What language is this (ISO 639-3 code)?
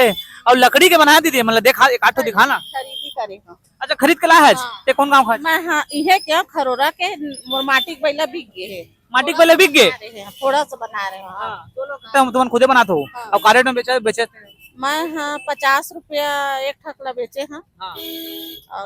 hne